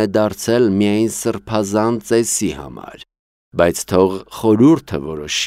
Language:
Armenian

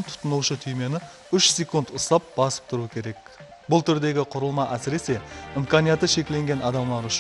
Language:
Kara-Kalpak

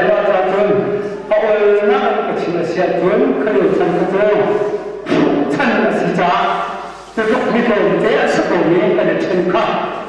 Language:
Hakha Chin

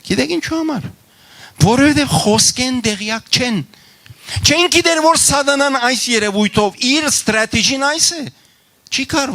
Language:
Western Armenian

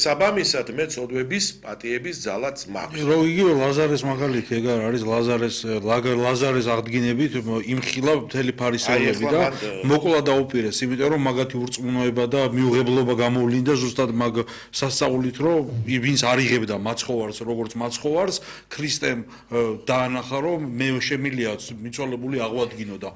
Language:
Georgian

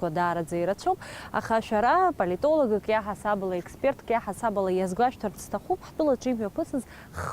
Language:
Abkhazian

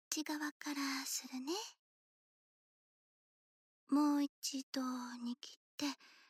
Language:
Japanese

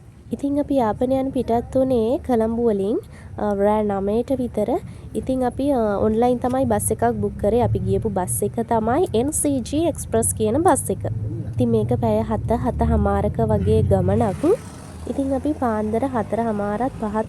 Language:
Sinhala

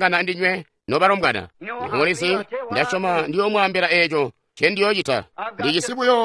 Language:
Tonga (Zambia)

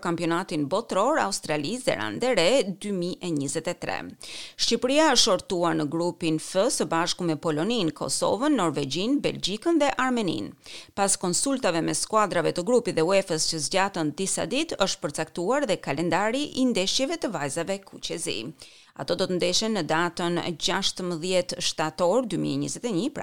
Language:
Albanian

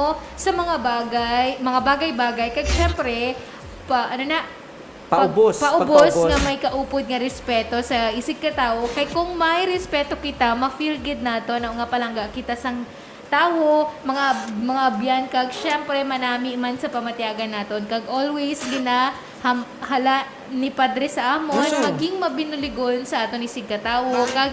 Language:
Hiligaynon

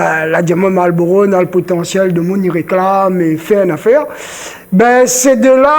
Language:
Réunion Creole French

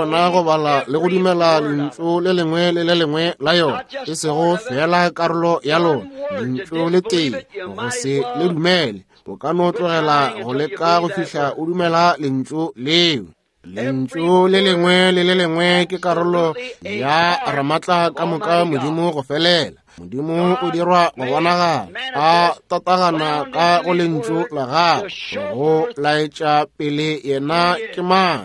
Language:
Northern Sotho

